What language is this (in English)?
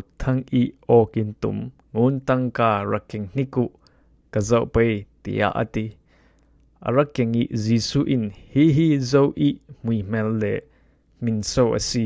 Falam Chin